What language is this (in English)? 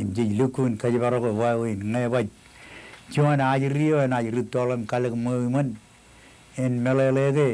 Marshallese